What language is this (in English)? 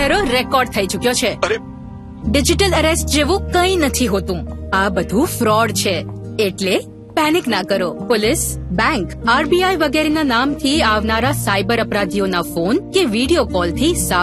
Gujarati